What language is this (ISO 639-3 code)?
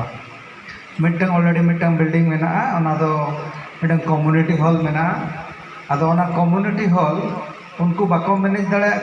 sat